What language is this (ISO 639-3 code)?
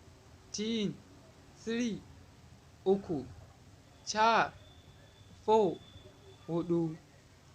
hau